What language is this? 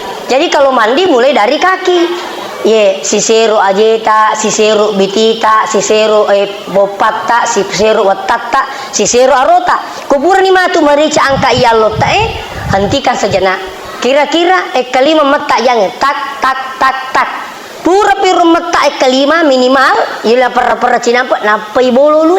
Buginese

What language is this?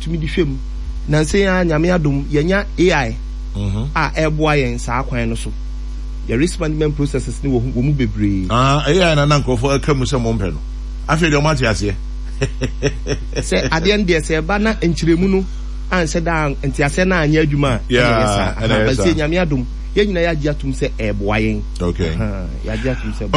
Akan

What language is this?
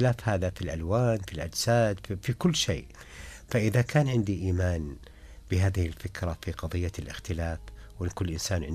Najdi Arabic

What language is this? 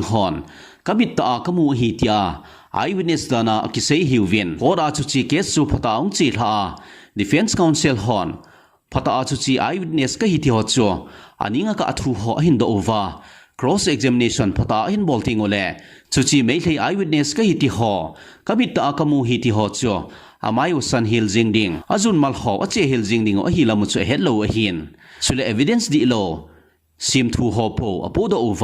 Thado Chin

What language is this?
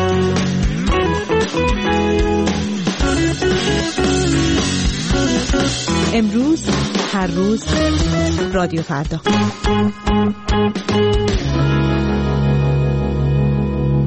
Persian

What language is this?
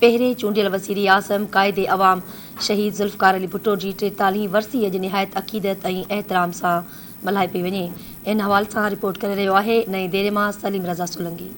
Sindhi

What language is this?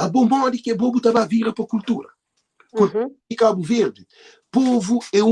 Kabuverdianu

